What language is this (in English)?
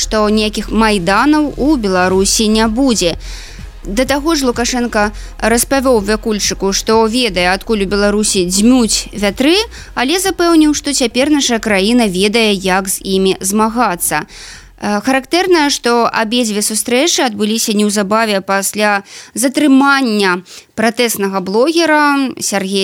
Belarusian